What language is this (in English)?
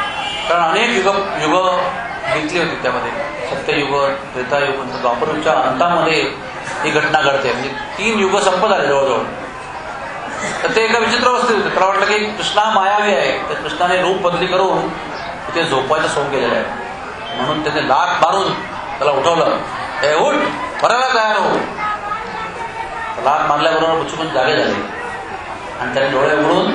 Marathi